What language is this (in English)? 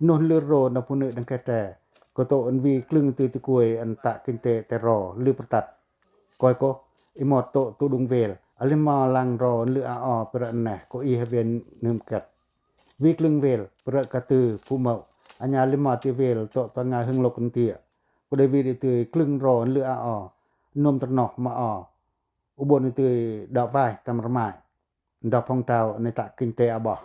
Pacoh